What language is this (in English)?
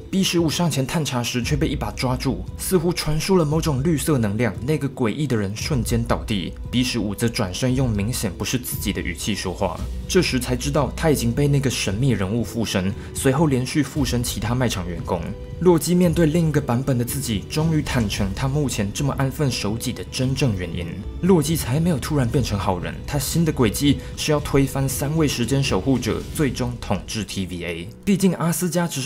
Chinese